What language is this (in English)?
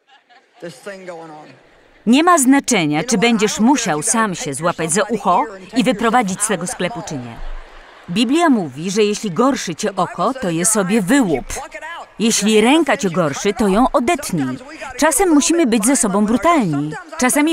Polish